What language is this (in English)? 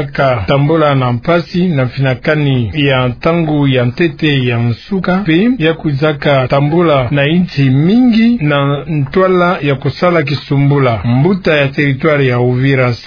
Kituba (Democratic Republic of Congo)